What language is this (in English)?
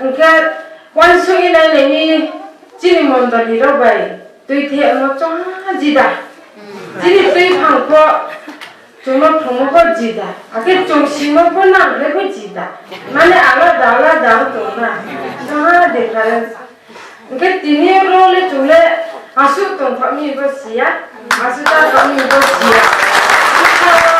Kok Borok